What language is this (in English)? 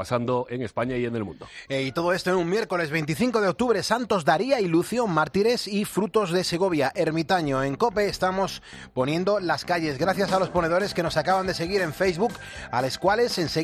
Spanish